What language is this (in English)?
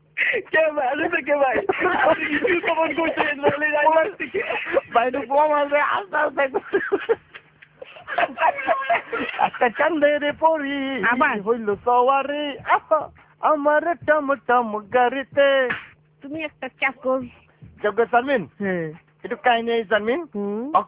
Bangla